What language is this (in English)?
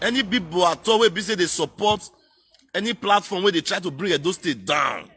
Nigerian Pidgin